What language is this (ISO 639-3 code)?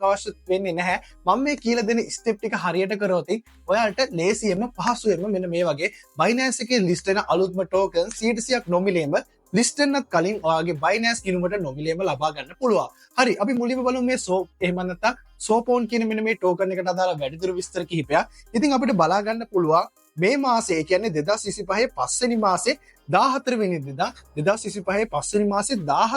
sin